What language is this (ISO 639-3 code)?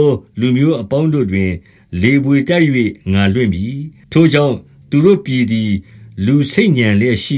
mya